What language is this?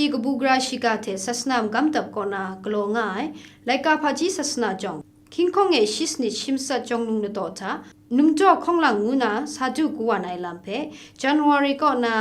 Kachin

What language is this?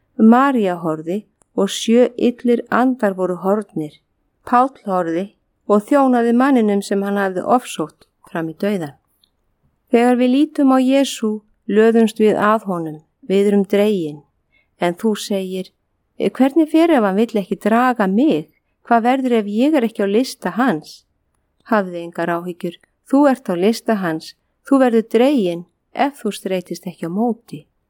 Icelandic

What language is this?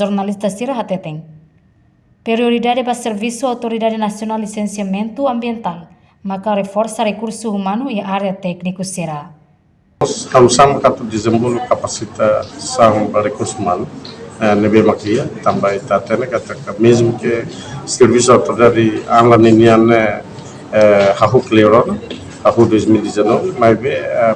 Tetum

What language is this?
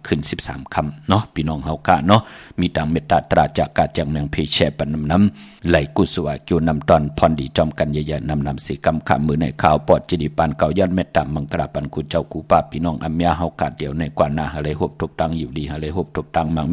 Shan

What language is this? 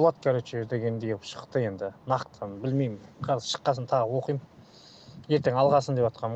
Kazakh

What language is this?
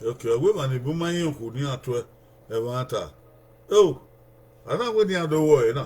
Bini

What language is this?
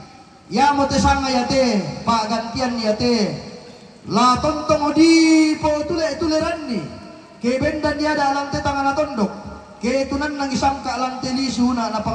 Toraja-Sa'dan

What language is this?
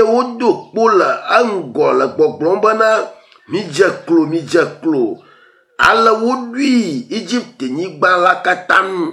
Ewe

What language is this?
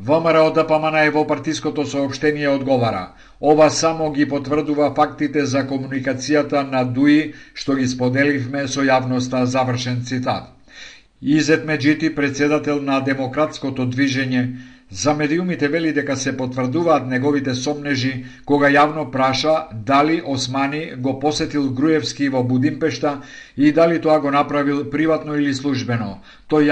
Macedonian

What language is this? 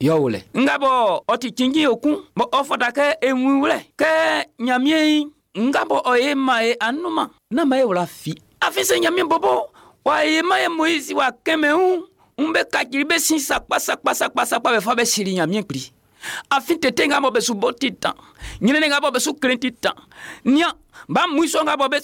Baoulé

